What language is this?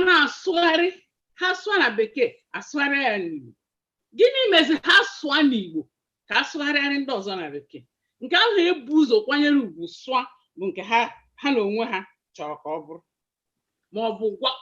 Igbo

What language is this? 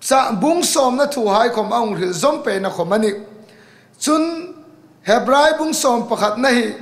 Hmar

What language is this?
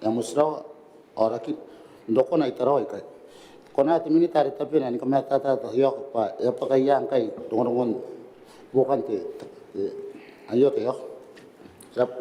Gilbertese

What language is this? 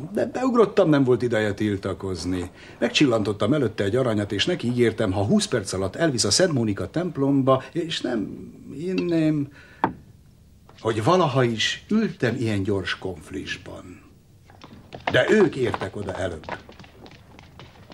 Hungarian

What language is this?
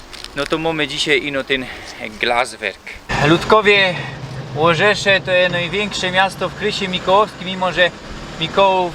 Silesian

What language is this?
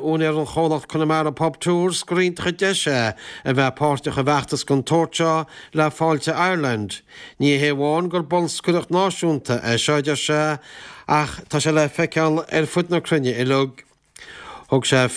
Irish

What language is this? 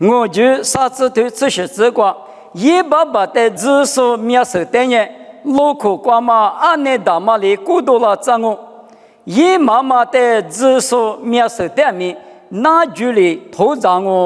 Lisu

